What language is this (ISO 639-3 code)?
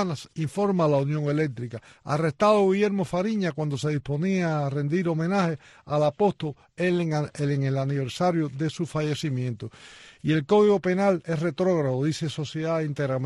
spa